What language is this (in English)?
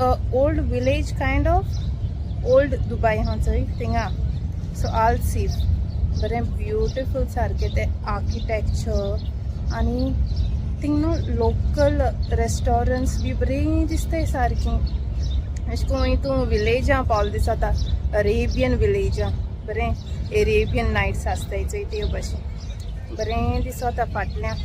Konkani